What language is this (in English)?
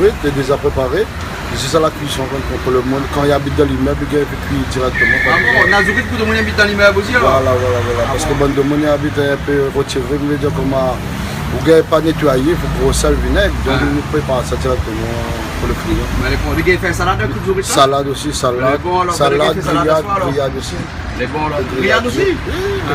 Réunion Creole French